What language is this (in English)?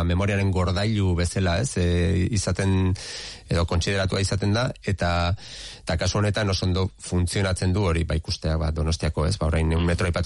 Basque